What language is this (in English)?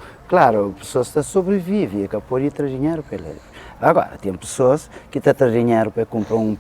Kabuverdianu